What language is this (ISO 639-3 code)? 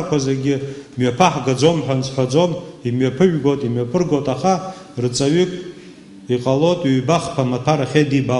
abk